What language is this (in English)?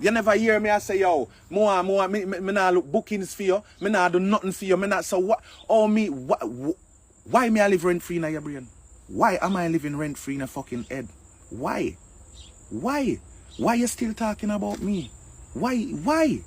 Jamaican Creole English